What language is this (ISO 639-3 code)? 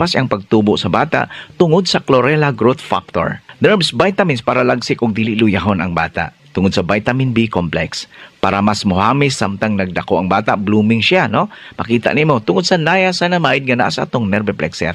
ceb